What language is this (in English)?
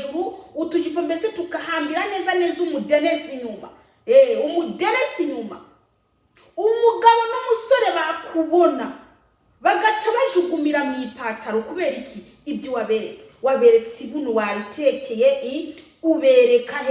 Kinyarwanda